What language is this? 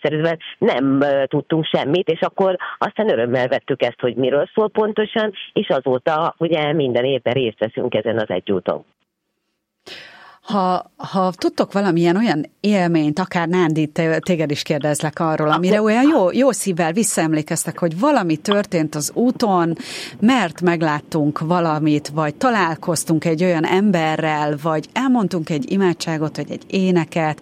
Hungarian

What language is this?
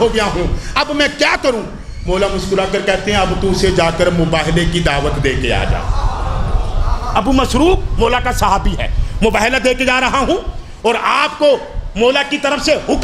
Urdu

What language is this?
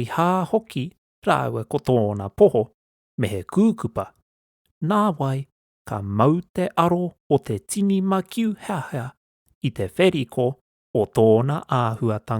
Māori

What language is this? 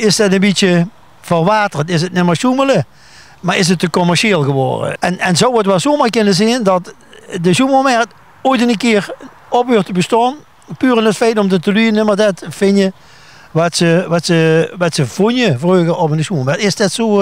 Limburgish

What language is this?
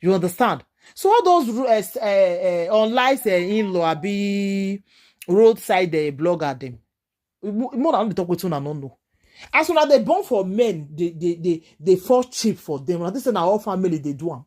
Nigerian Pidgin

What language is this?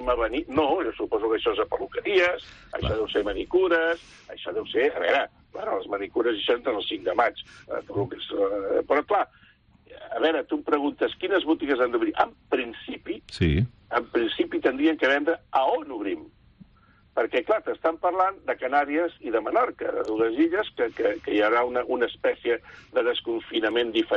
Catalan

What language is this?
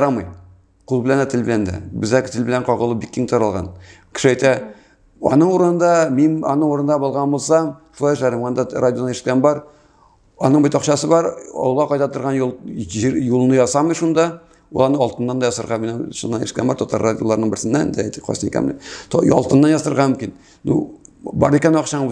Tatar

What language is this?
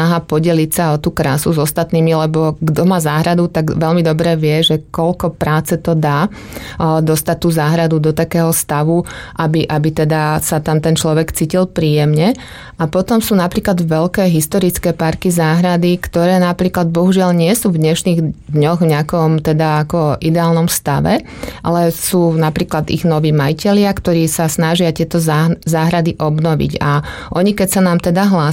Slovak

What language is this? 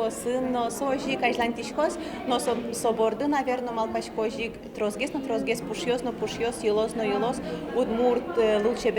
Udmurt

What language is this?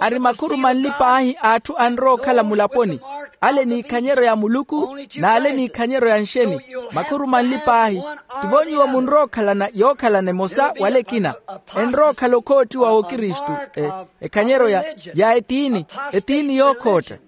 Makhuwa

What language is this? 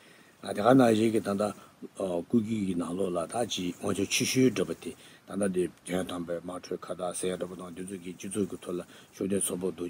Tibetan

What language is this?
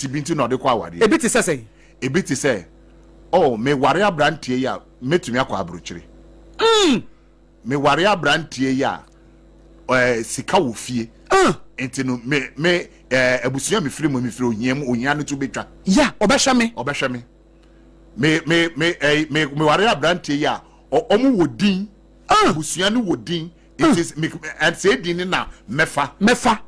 Akan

